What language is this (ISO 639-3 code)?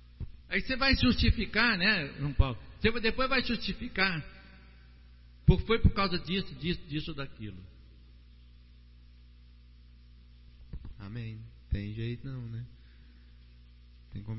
por